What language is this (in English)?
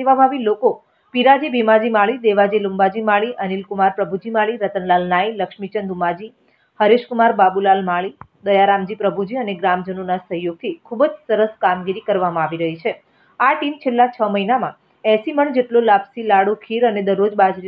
Gujarati